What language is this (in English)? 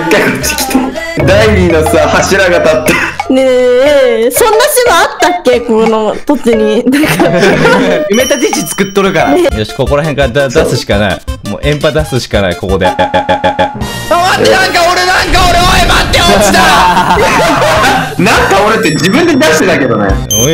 Japanese